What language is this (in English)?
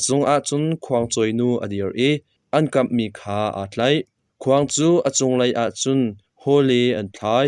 Hakha Chin